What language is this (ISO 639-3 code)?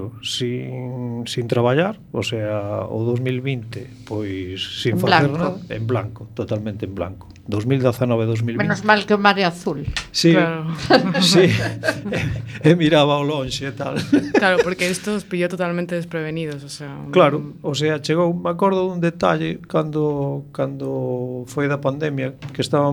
glg